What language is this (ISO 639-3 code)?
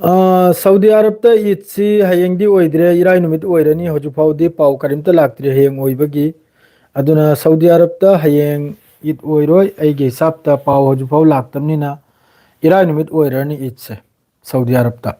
mni